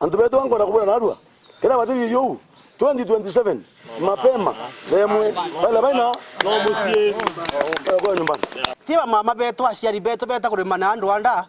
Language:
Meru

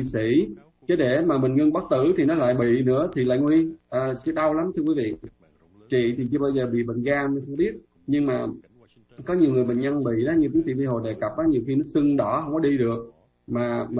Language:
Vietnamese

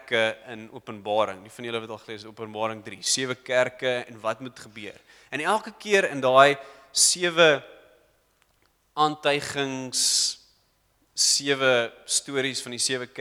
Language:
Afrikaans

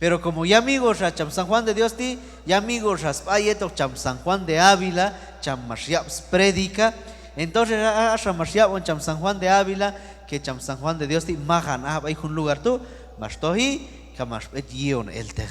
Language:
Q'anjob'al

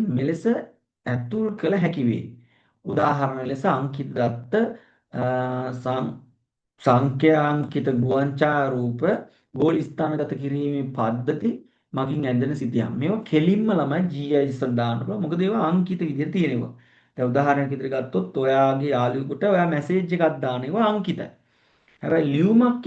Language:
Sinhala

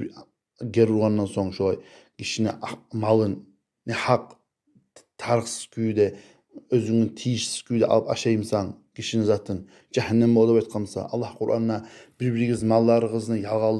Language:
Kumyk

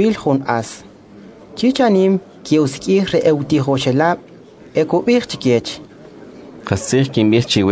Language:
Kʼicheʼ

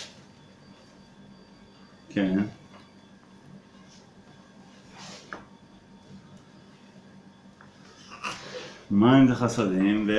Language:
Hebrew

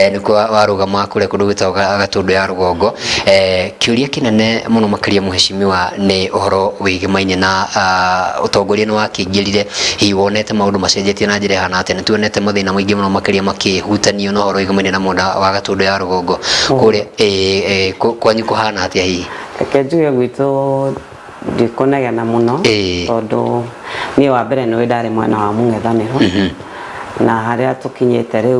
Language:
Kikuyu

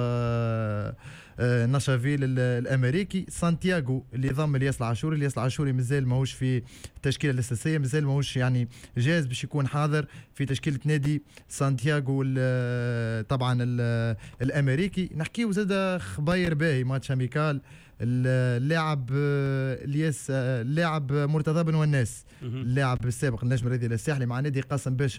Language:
Tunisian Arabic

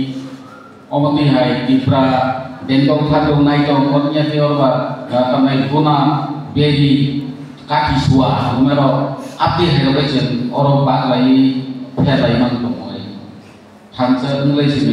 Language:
Kok Borok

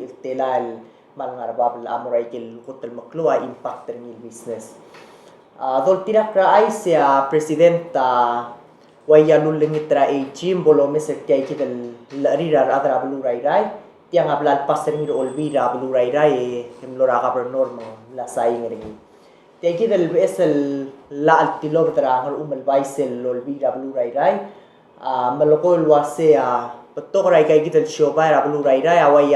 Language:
Palauan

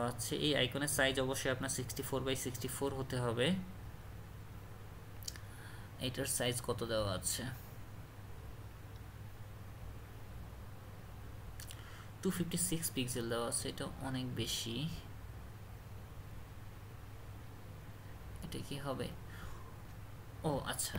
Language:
Bangla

